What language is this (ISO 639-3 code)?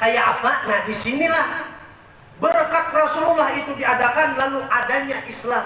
bjn